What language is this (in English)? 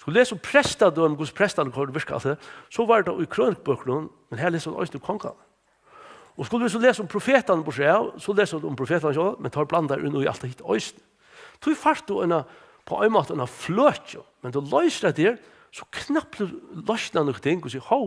Faroese